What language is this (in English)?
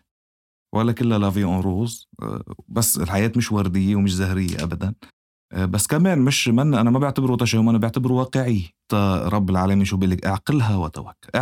North Levantine Arabic